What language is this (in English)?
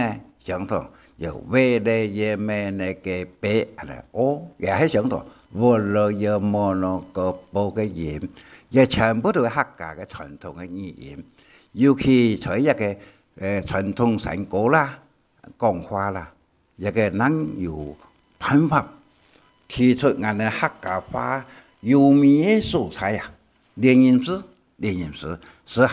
Hakka Chinese